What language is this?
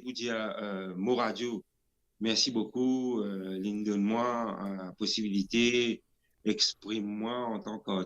Morisyen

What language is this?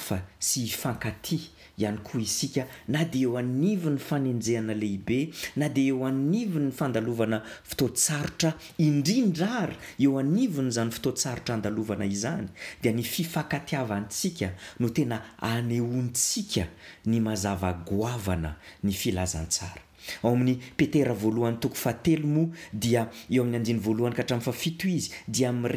Malagasy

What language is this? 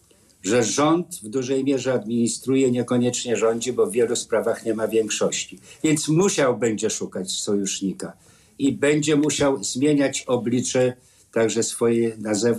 Polish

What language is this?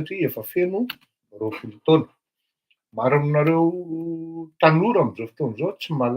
Malagasy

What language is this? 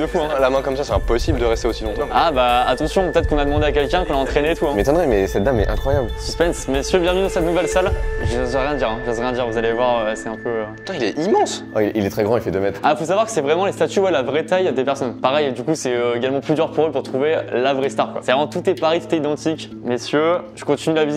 French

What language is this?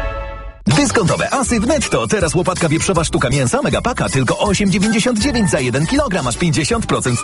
Polish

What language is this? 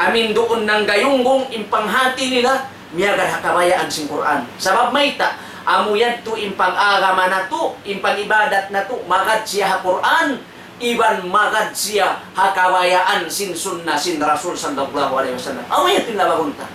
Tausug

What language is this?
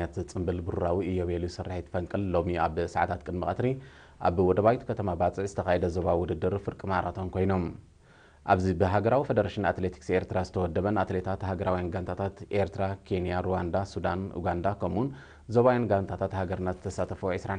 Tigrinya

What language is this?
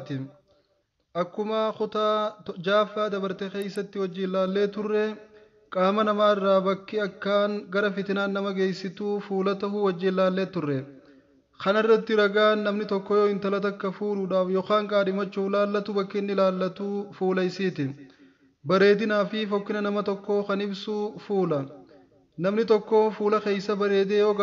Oromo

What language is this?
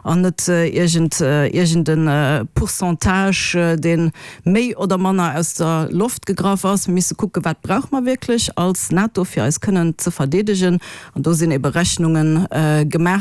Luxembourgish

